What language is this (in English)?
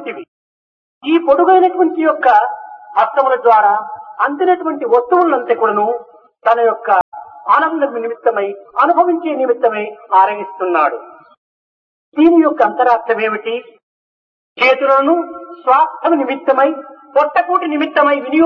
Telugu